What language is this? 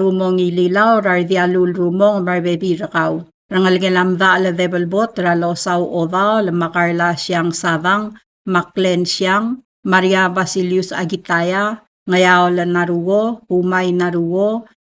Palauan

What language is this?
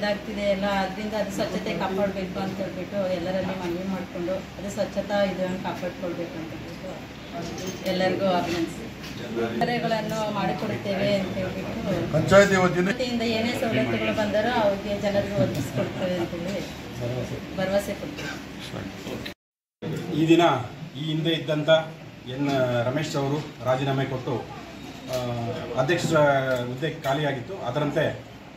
Kannada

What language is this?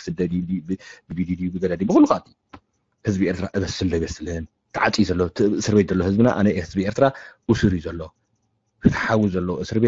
Tigrinya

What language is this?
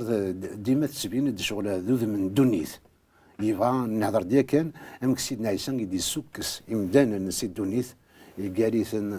Kabyle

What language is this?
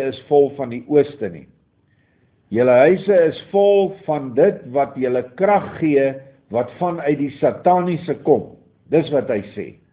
Afrikaans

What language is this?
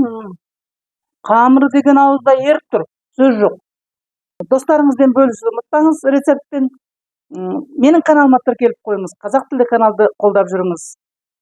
Kazakh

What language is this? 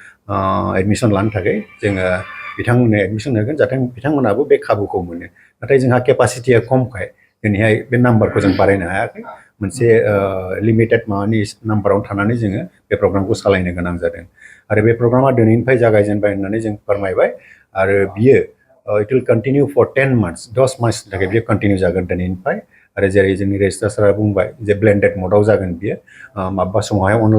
Bodo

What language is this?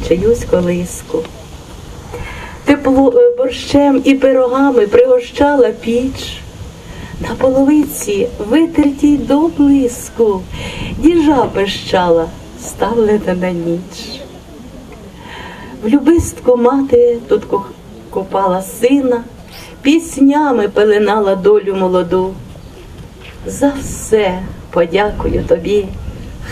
Ukrainian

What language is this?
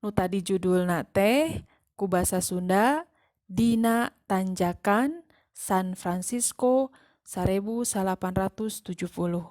Sundanese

